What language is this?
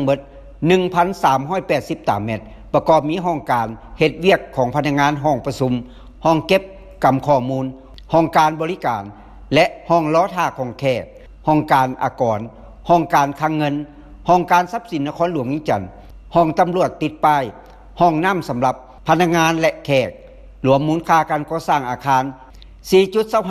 Lao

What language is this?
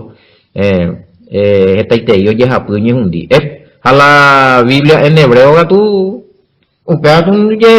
Guarani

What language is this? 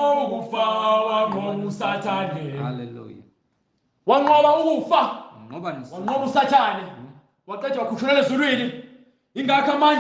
Zulu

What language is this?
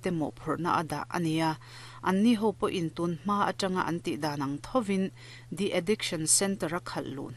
Mizo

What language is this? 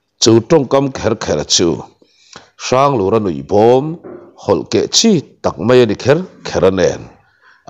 Mizo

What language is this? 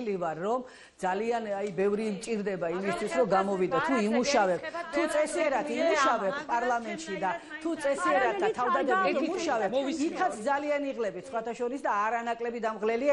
Georgian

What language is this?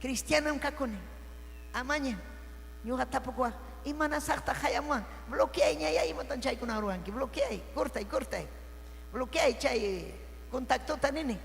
Ayacucho Quechua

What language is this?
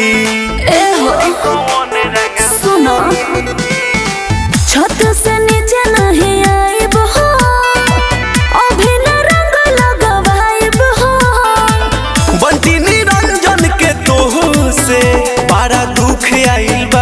Bhojpuri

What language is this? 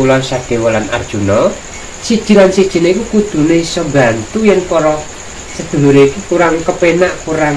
Javanese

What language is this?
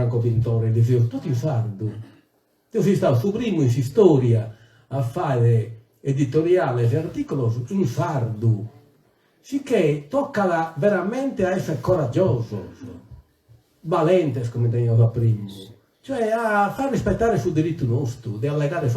Sardinian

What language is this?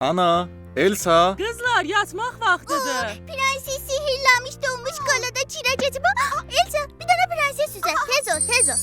South Azerbaijani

